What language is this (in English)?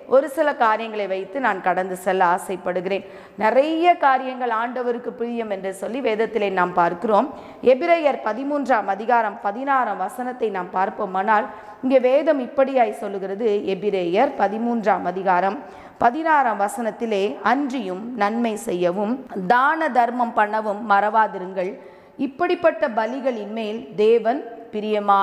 Tamil